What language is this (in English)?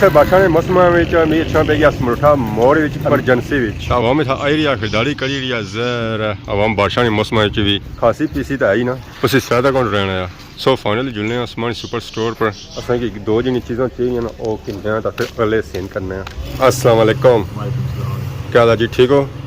Pahari-Potwari